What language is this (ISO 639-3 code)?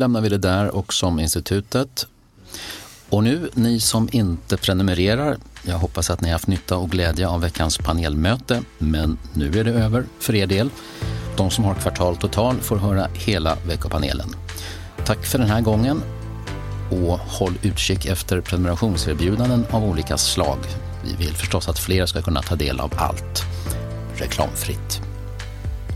swe